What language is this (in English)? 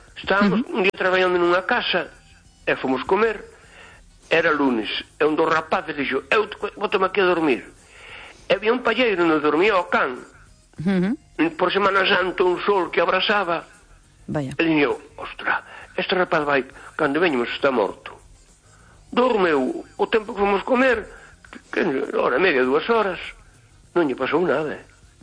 Galician